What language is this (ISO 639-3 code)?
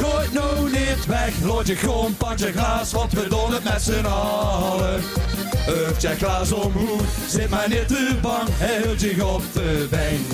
lim